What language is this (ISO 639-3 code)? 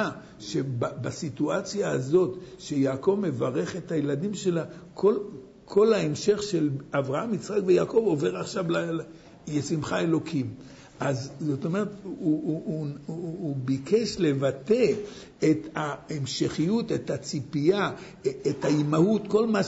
heb